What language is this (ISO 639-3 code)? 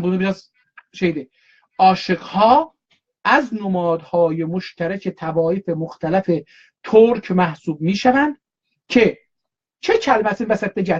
azb